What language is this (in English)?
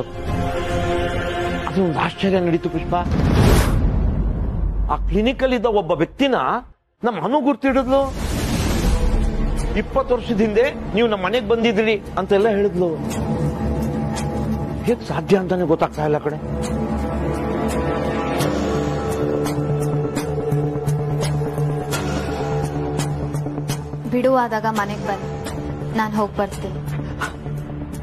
Kannada